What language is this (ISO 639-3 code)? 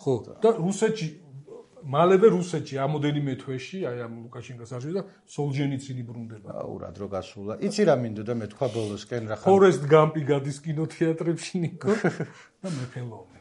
kat